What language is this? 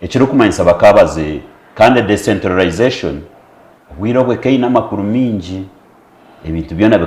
Nyankole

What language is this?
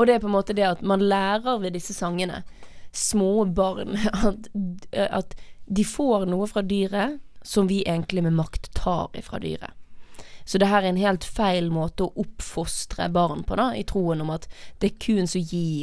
Norwegian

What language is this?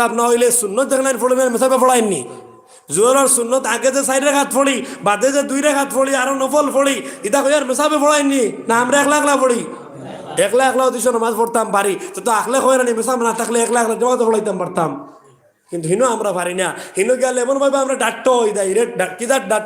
Sylheti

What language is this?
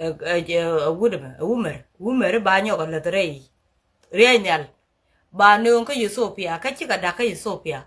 Nuer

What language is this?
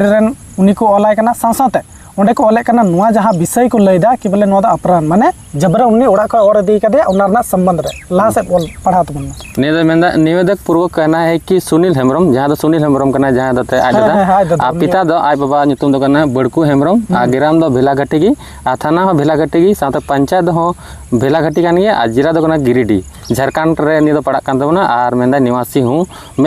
Santali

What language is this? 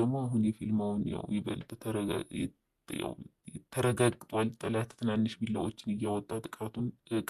Amharic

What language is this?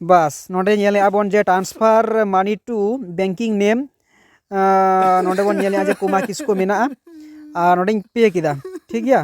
Santali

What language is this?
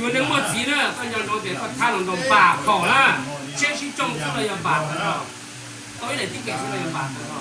Hmong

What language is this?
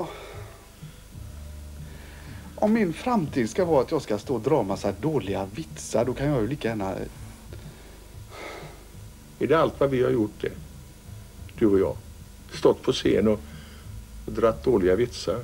Swedish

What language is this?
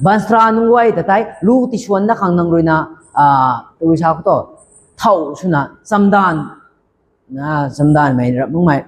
Rongmei Naga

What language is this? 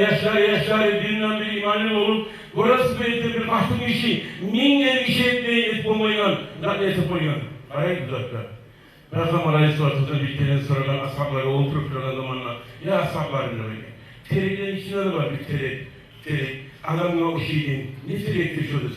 Kumyk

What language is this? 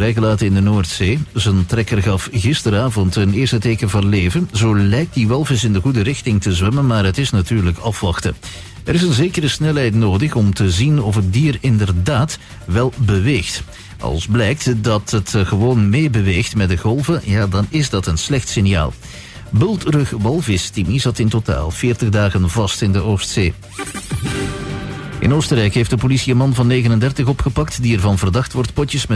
Dutch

